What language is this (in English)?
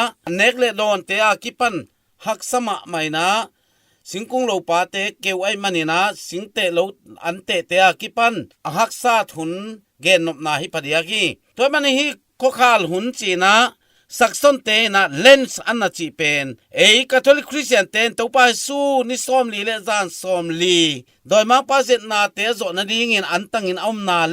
Tedim Chin